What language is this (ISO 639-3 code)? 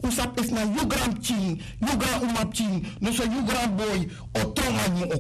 srn